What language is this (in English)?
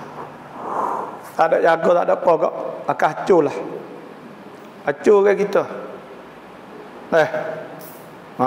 Malay